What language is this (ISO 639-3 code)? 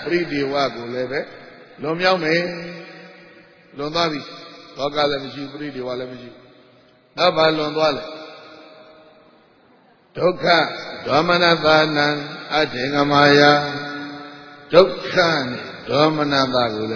mya